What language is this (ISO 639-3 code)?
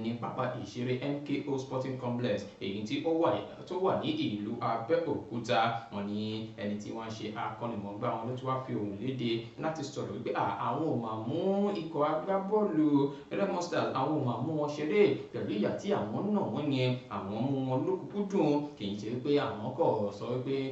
yor